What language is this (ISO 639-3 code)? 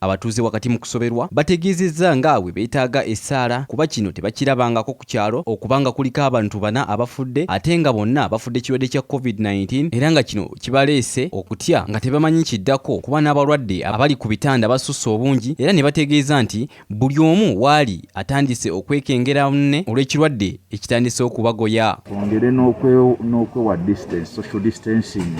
lug